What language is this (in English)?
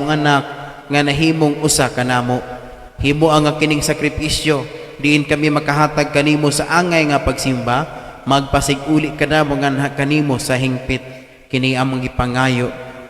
Cebuano